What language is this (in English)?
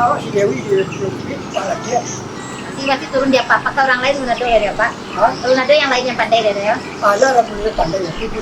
Minangkabau